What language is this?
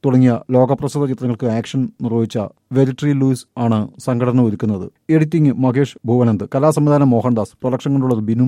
Malayalam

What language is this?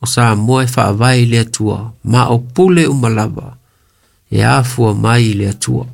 Samoan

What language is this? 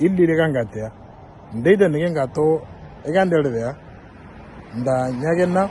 Moro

